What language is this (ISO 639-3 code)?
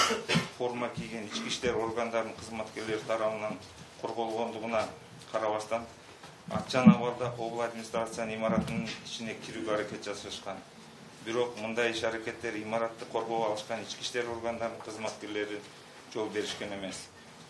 kir